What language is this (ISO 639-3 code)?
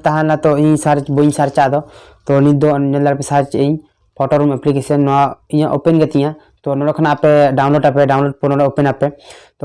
sat